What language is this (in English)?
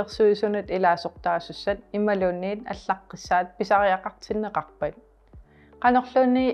Kalaallisut